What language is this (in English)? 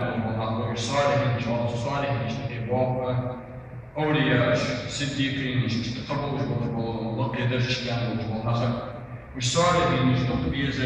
Ingush